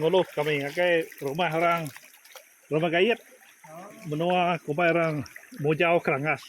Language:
Iban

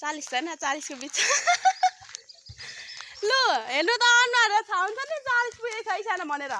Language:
Nepali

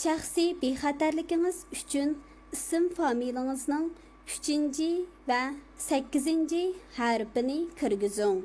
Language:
Uyghur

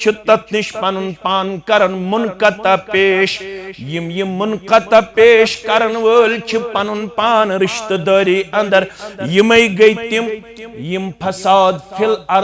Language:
Kashmiri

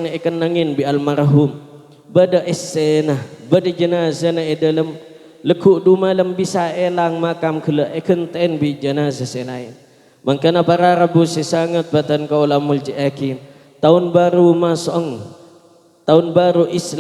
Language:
Madurese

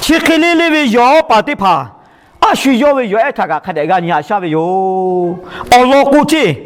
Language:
Lahu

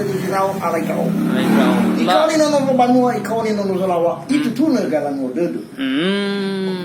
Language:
Nias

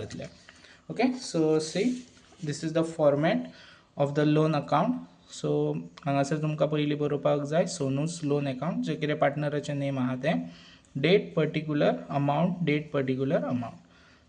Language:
Konkani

